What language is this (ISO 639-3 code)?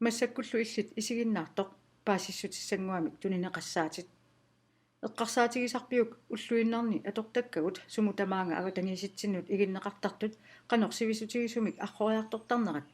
kal